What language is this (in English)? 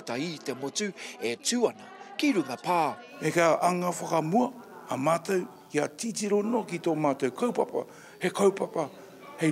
Māori